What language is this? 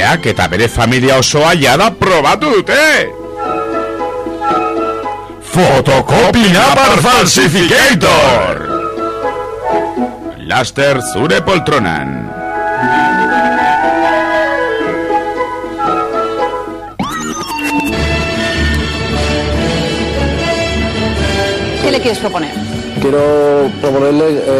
Basque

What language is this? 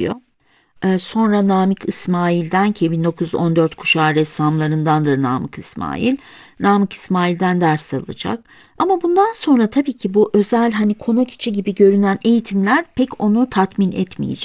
Turkish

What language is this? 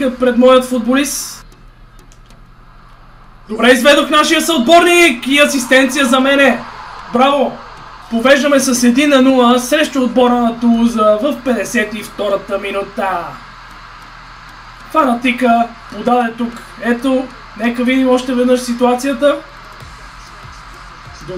Bulgarian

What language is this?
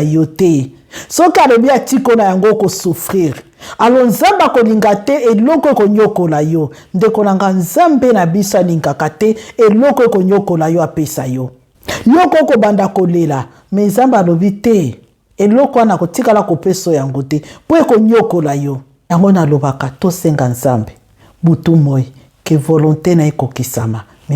Lingala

